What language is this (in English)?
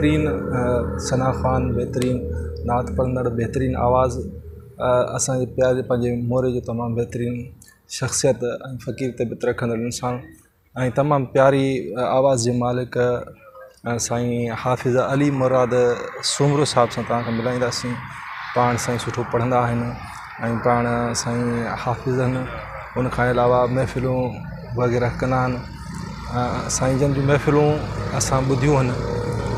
Sindhi